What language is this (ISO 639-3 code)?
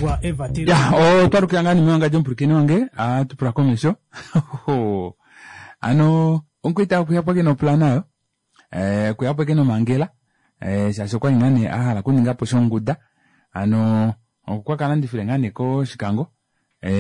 kua